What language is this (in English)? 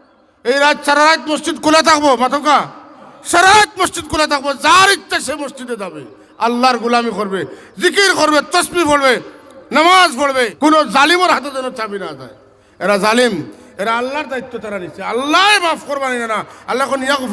Sylheti